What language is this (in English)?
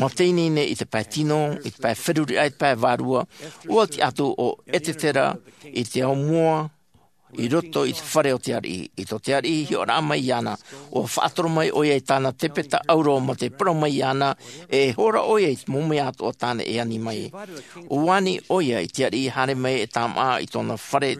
Tahitian